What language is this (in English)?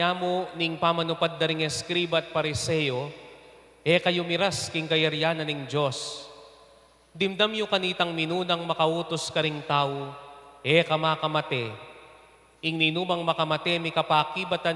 Pampanga